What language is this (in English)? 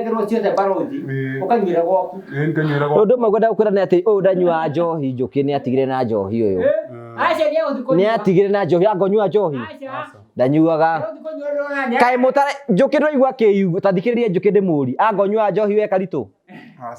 Kikuyu